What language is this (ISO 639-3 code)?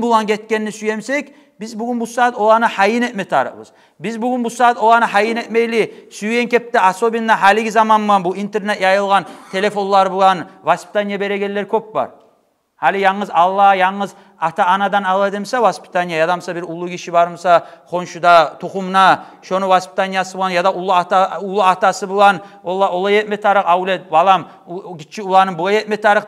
kum